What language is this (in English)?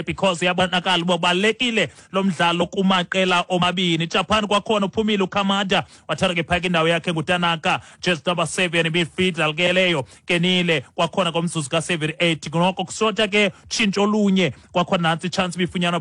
Xhosa